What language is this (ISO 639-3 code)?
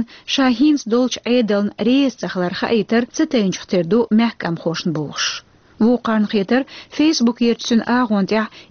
che